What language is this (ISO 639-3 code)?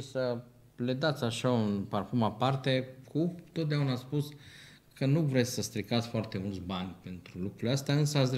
ron